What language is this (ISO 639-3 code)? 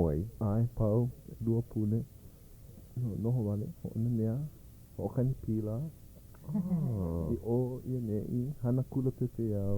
haw